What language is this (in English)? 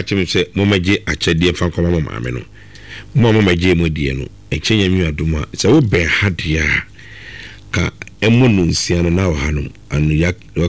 Akan